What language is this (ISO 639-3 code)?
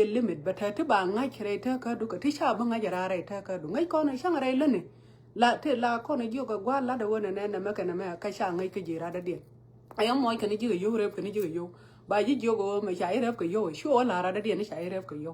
nus